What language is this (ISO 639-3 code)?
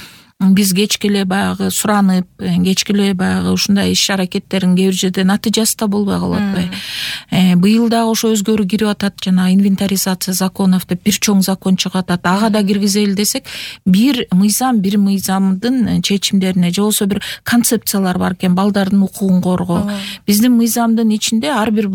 kir